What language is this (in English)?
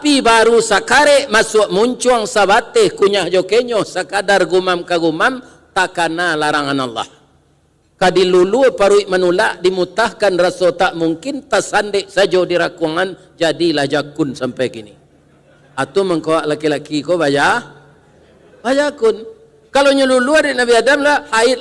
Minangkabau